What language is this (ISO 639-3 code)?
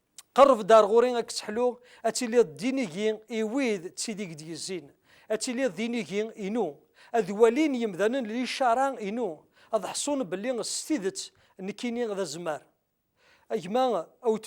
kab